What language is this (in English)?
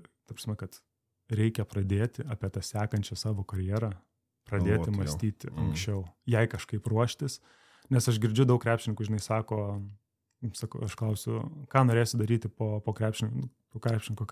Lithuanian